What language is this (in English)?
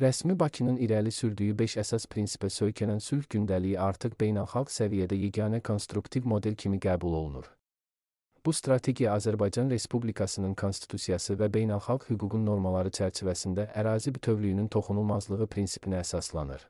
Azerbaijani